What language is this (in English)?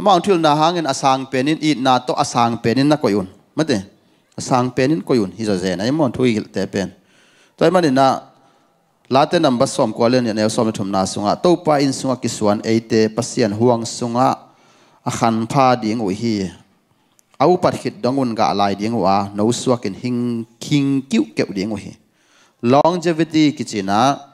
Tedim Chin